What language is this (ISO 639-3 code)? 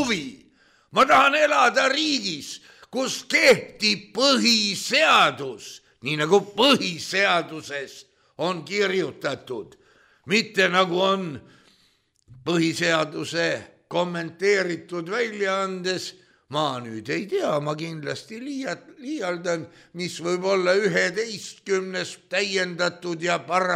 est